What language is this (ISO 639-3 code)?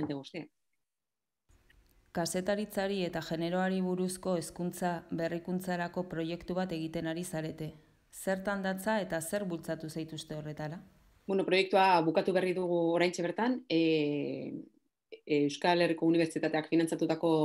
eus